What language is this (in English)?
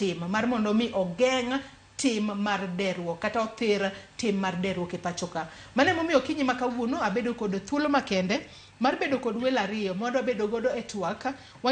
Luo (Kenya and Tanzania)